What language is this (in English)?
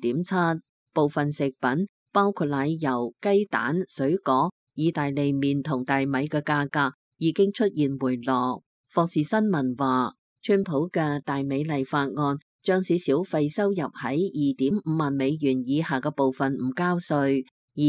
Cantonese